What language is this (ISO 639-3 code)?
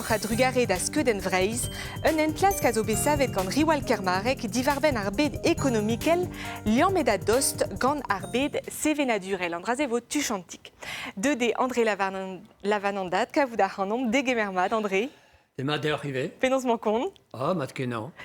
bre